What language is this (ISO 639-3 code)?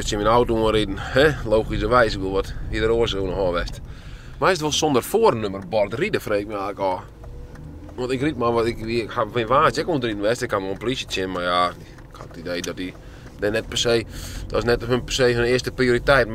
fry